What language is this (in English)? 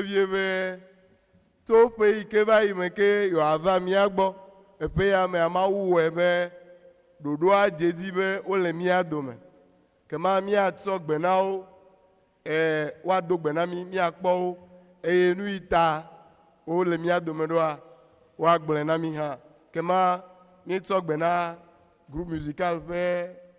Ewe